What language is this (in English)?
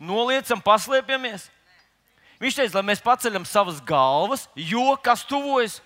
Latvian